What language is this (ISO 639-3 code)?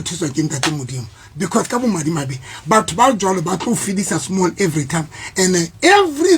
sot